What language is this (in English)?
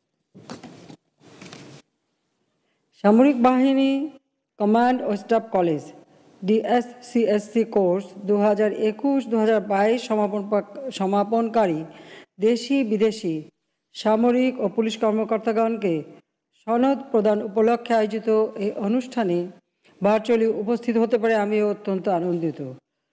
Bangla